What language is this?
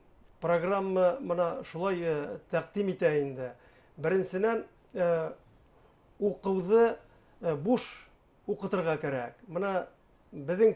Bashkir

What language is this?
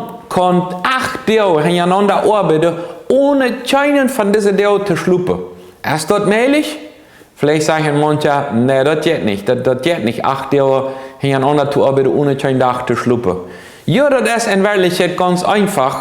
Plautdietsch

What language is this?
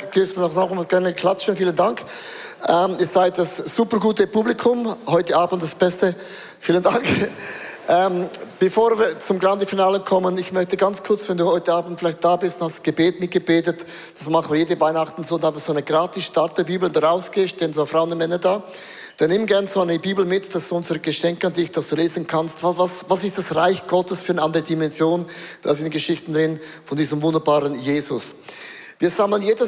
Swiss German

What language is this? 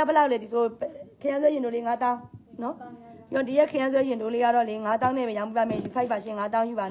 Burmese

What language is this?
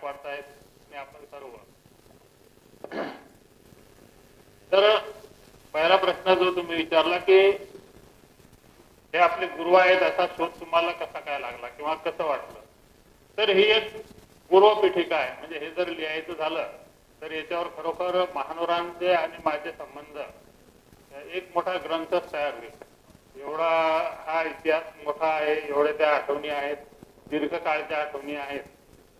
Marathi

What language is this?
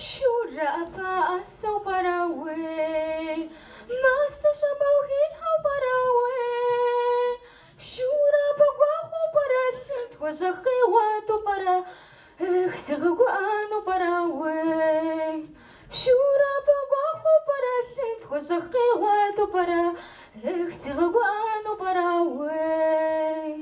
Kabardian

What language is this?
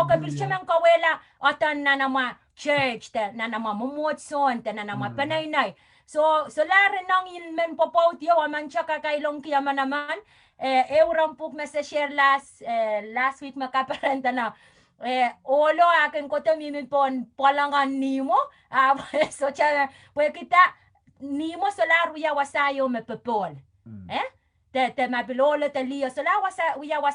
Pohnpeian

